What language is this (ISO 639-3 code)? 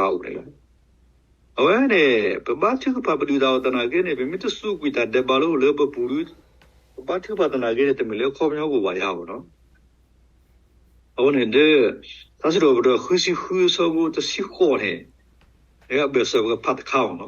ksw